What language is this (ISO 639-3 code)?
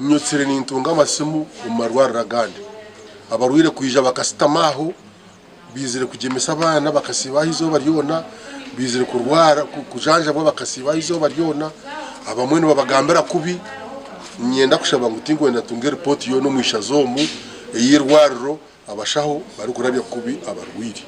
nyn